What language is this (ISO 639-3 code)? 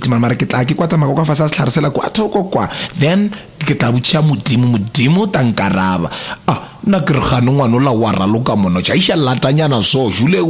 nso